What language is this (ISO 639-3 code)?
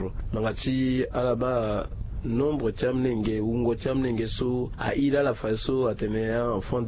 sag